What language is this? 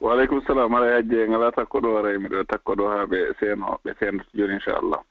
Fula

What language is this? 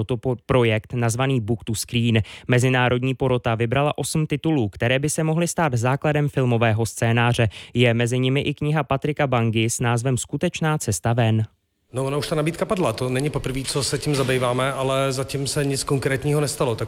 Czech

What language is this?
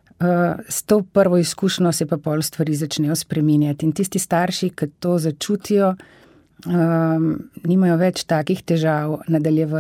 Slovenian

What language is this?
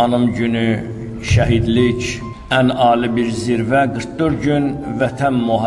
Azerbaijani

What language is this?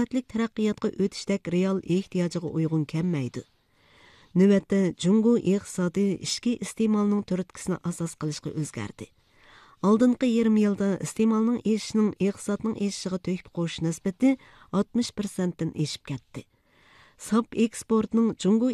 Uyghur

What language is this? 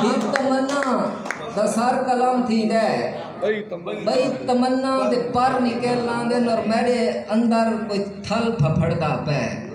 Saraiki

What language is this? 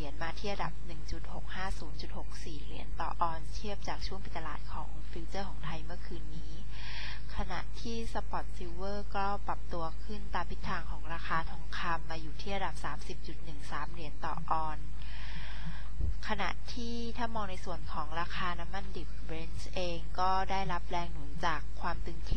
Thai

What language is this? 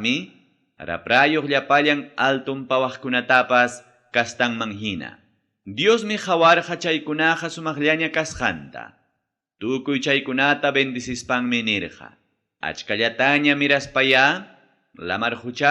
Ayacucho Quechua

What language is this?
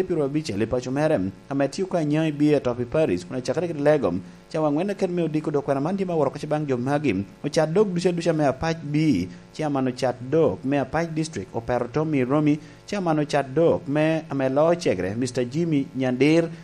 Lango (Uganda)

